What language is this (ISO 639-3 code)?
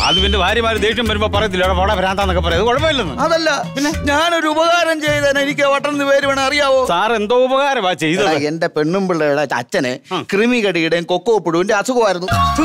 mal